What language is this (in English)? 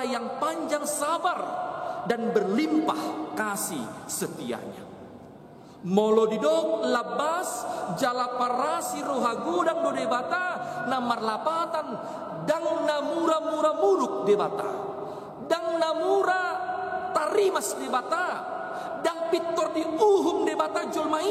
Batak Toba